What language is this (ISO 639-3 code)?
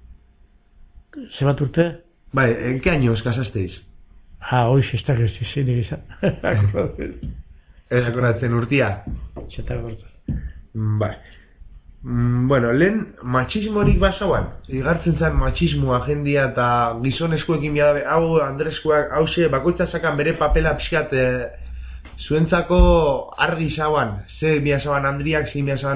eus